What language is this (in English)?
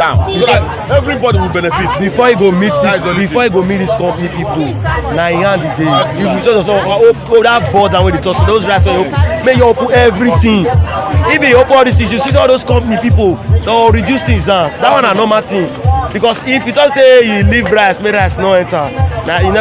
Nigerian Pidgin